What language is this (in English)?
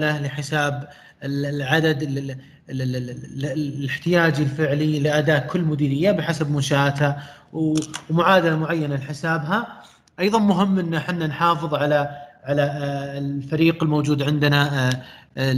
Arabic